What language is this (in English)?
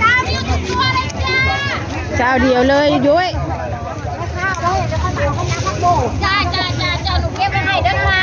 Northeastern Thai